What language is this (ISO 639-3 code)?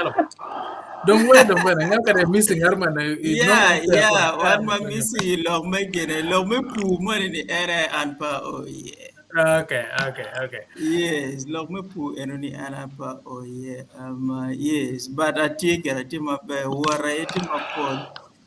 ach